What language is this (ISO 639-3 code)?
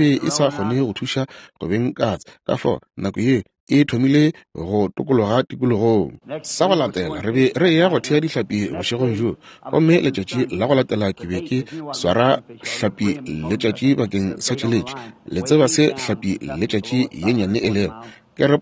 nso